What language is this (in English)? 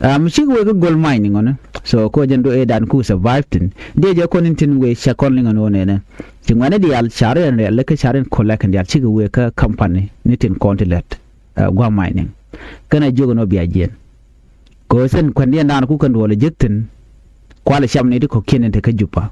Nuer